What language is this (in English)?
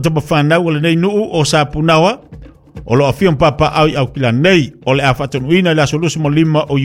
Samoan